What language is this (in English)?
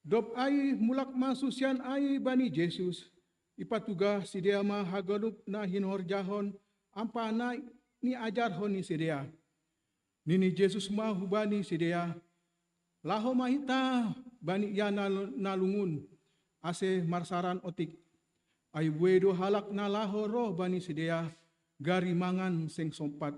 Batak Simalungun